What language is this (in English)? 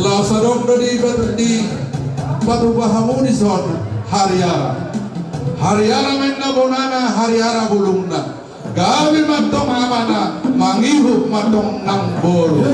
Batak Toba